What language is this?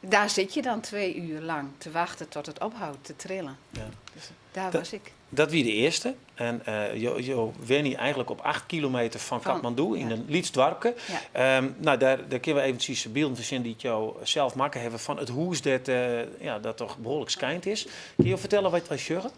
Western Frisian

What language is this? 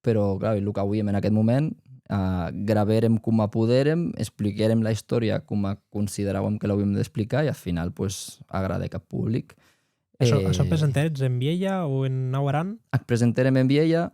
Occitan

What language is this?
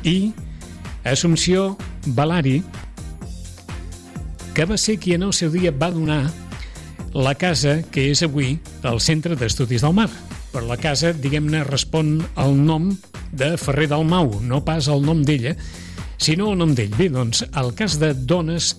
Catalan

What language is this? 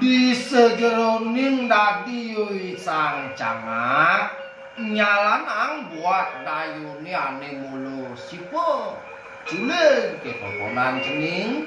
Balinese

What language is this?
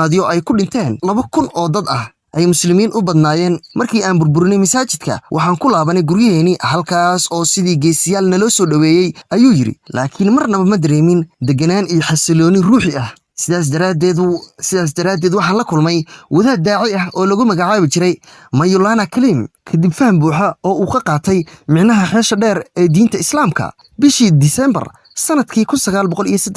Somali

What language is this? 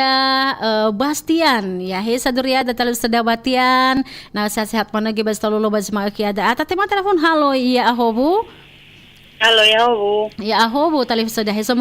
Nias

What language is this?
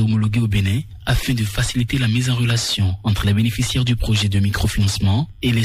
French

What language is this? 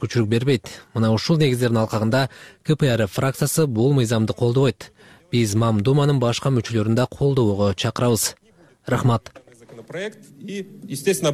Kyrgyz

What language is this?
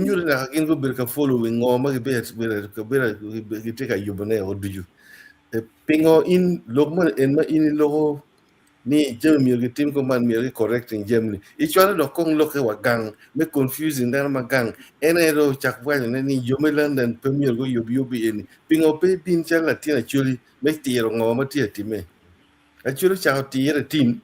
Acoli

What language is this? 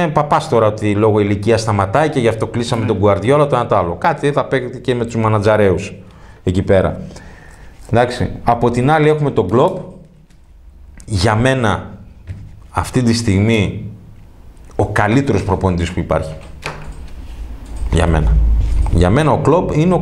Greek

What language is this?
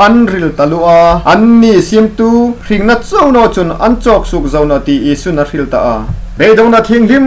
Hmar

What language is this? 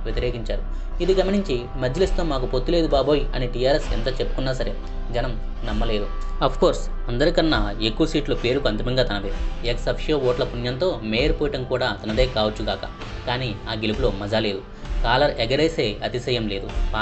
Telugu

